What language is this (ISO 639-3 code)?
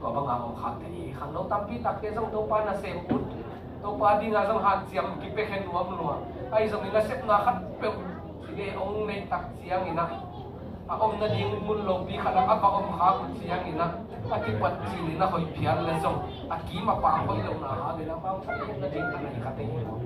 ctd